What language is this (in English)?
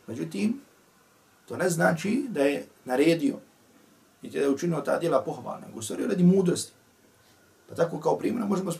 Bosnian